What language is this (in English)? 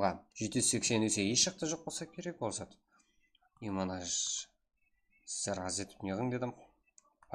Kara-Kalpak